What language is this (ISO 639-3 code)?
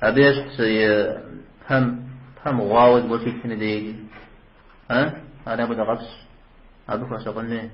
kbd